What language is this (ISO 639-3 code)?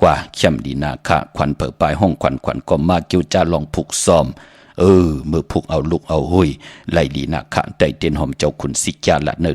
shn